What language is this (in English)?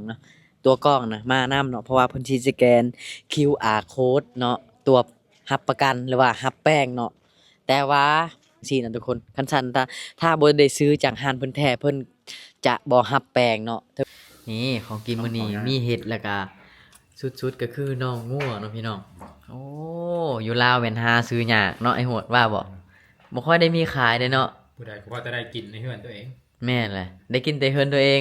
Lao